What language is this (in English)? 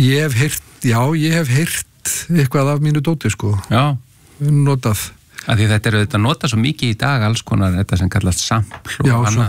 Icelandic